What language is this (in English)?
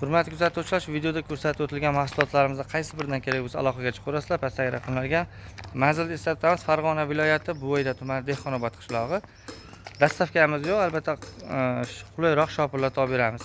Uzbek